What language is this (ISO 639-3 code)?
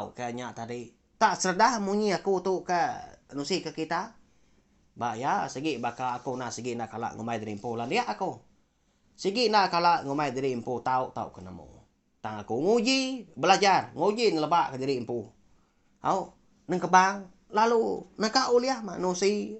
iba